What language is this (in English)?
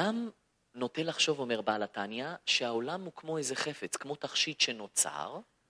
Hebrew